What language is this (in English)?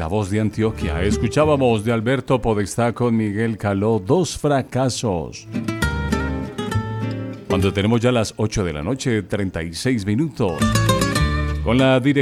Spanish